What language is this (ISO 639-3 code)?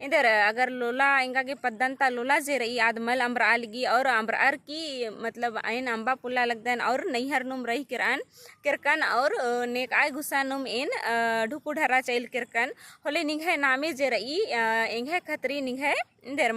kru